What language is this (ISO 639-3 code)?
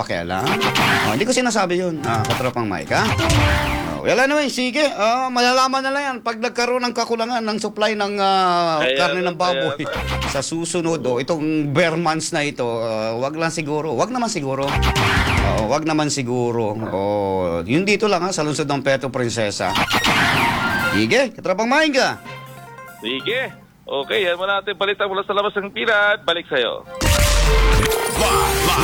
fil